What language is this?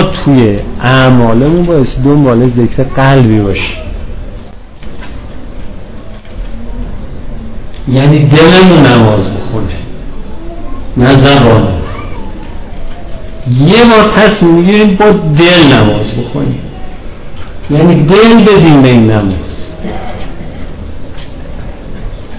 Persian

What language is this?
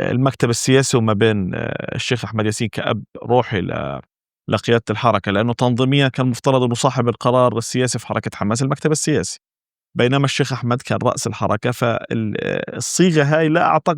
North Levantine Arabic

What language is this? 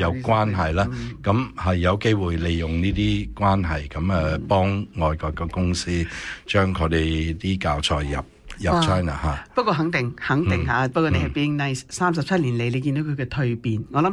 Cantonese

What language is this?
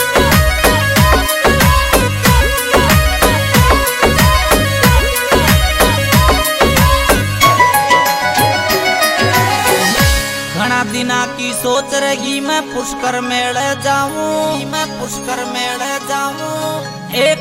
Hindi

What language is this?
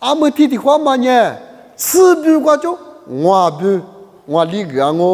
Lisu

